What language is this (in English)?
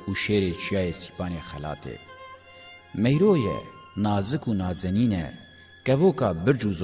Kurdish